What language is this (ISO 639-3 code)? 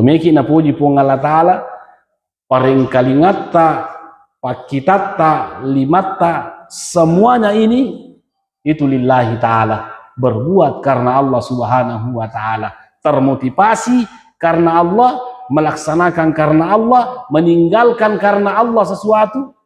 bug